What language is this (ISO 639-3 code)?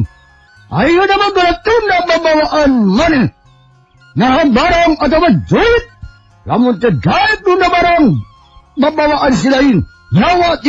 sun